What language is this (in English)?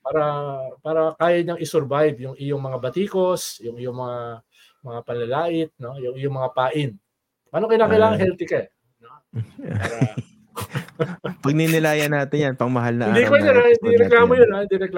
Filipino